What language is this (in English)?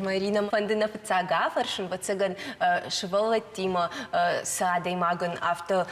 Ossetic